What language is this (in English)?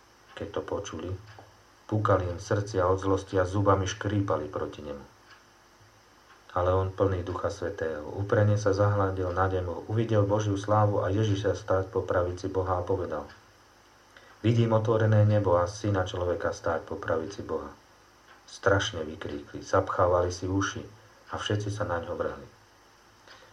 Slovak